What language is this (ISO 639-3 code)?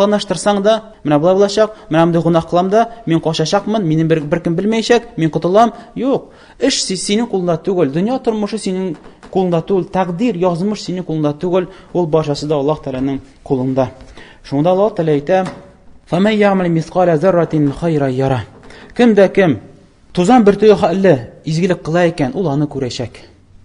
tat